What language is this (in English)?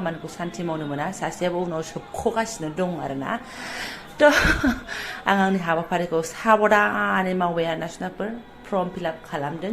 Bodo